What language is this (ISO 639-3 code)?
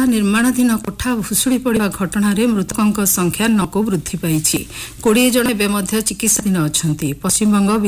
ori